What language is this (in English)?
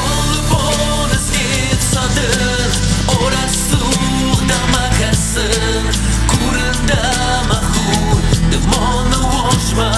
Ossetic